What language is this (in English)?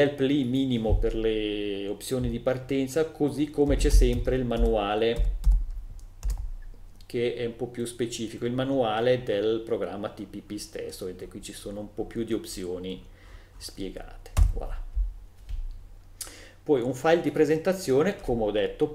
Italian